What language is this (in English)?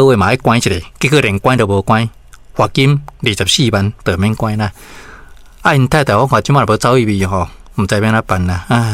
Min Nan Chinese